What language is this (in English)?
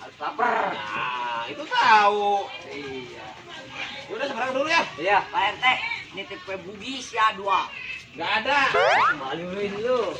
Betawi